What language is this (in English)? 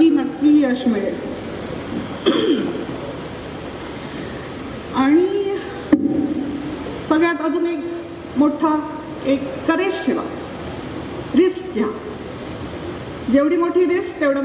Marathi